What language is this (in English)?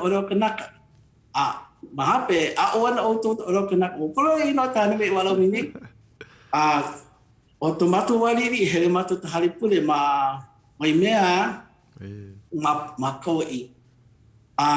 Hawaiian